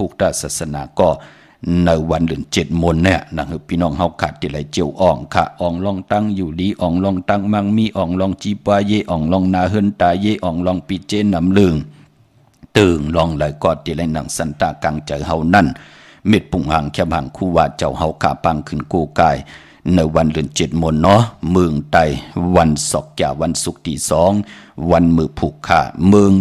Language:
Shan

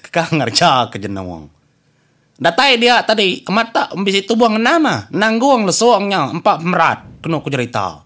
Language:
Iban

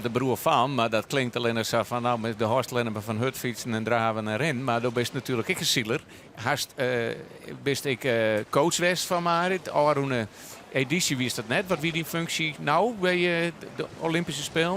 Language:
Western Frisian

